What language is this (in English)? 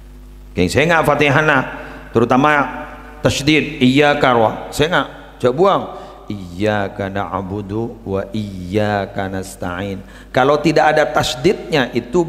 Madurese